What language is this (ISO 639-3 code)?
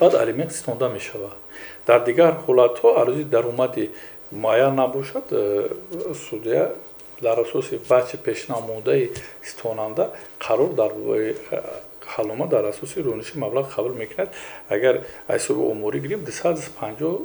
tgk